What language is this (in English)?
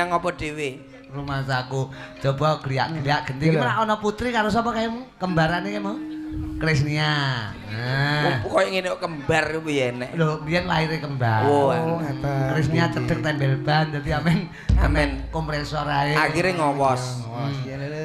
Javanese